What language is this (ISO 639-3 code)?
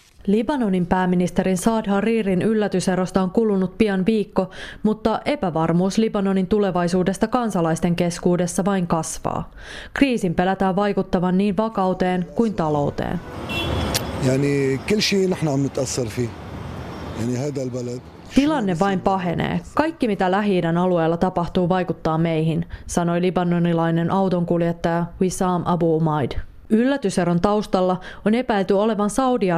fin